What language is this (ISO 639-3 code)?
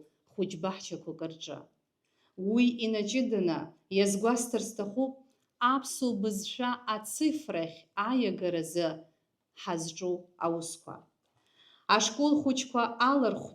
abk